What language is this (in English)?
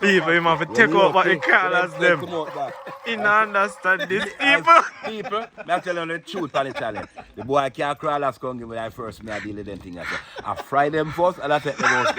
Jamaican Creole English